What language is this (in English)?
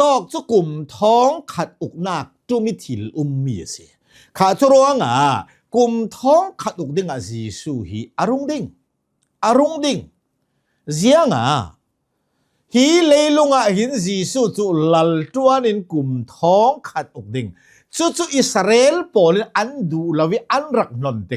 Hakha Chin